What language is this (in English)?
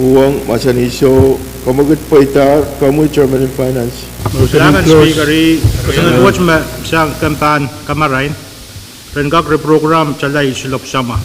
Pohnpeian